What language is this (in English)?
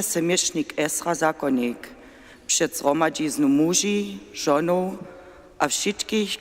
Upper Sorbian